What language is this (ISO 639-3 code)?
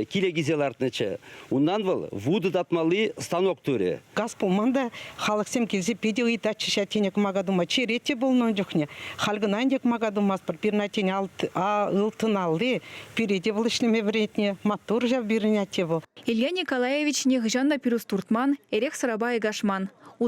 chv